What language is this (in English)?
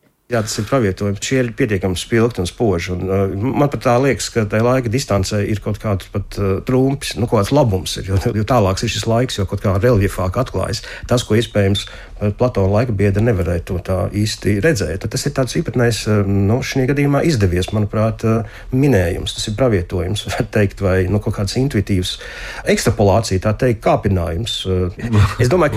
Latvian